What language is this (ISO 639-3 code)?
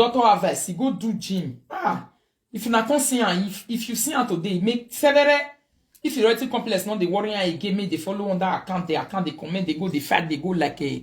pcm